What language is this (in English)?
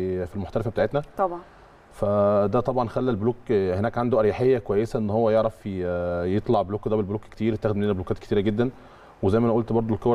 Egyptian Arabic